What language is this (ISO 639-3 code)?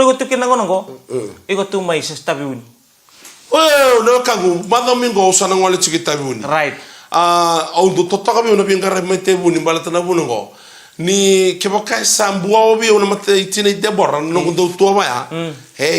fij